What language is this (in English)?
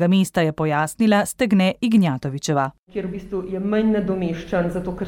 Slovenian